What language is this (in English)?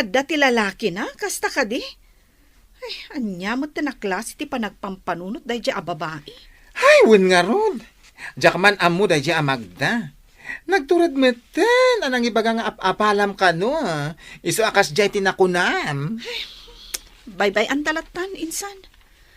Iloko